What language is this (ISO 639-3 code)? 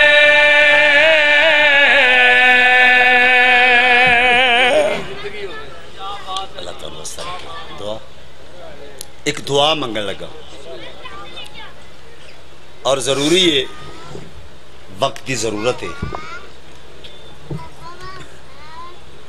urd